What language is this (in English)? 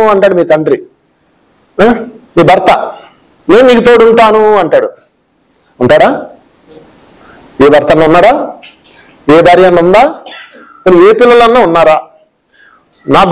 Telugu